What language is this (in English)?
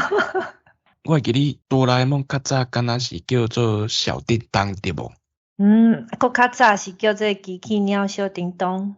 Min Nan Chinese